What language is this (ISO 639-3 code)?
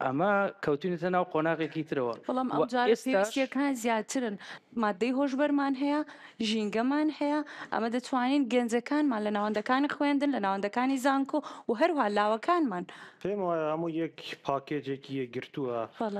ckb